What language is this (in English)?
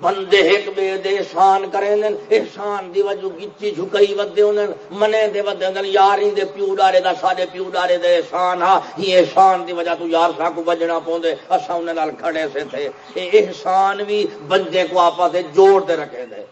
Saraiki